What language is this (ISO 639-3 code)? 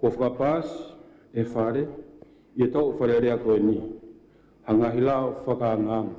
ton